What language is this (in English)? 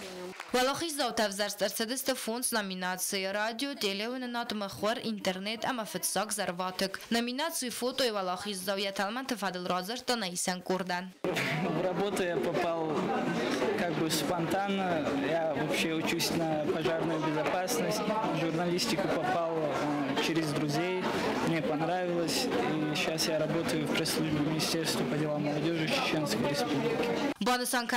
Ossetic